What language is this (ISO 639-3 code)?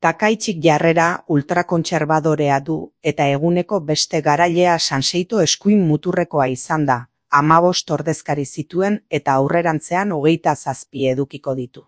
eus